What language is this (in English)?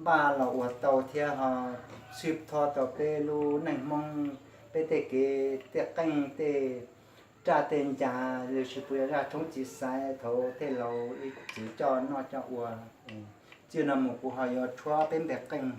Hmong